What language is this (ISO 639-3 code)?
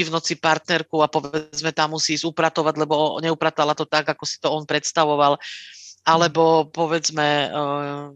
slk